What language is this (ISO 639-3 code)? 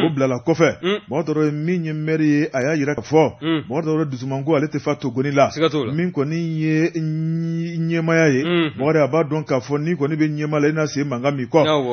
bam